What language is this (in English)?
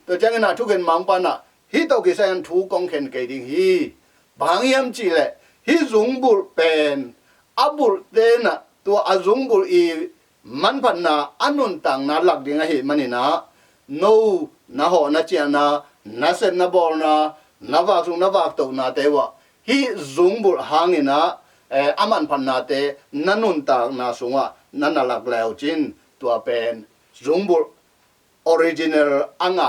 Tedim Chin